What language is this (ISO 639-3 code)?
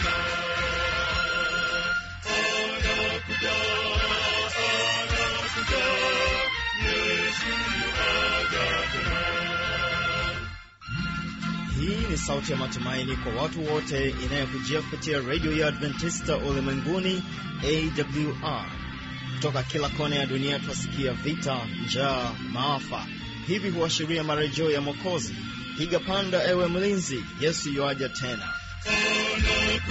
swa